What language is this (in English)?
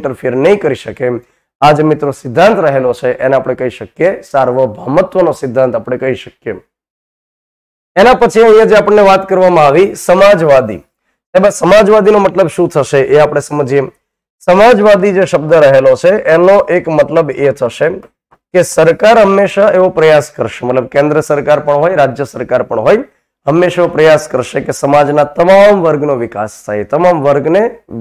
Gujarati